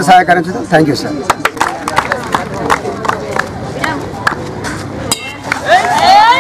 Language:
Telugu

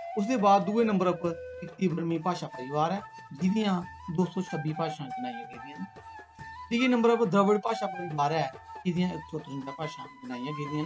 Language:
Dogri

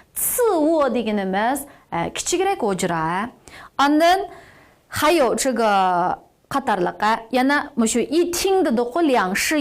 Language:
Uyghur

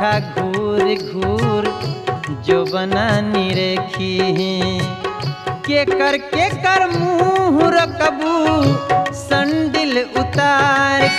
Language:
Bhojpuri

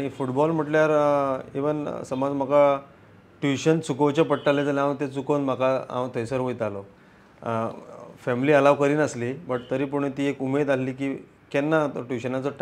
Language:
Konkani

